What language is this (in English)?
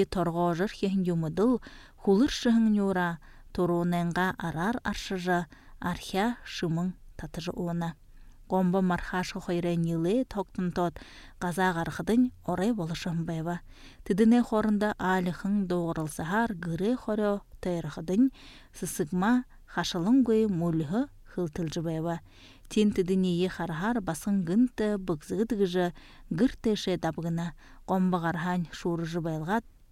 Buriat